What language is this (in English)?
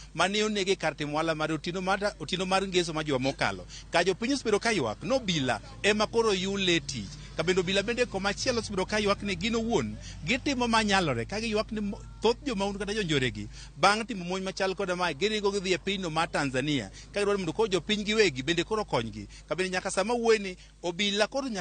Luo (Kenya and Tanzania)